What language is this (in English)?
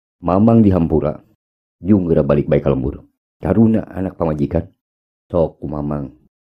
Sundanese